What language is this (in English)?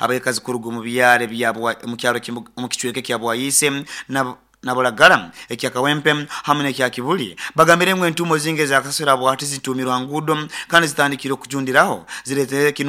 Nyoro